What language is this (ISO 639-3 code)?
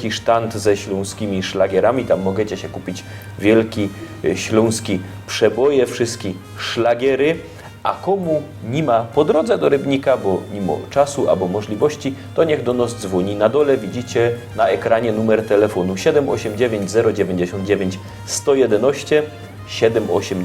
szl